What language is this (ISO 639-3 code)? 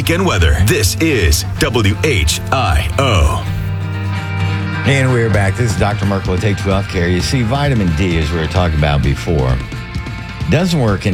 eng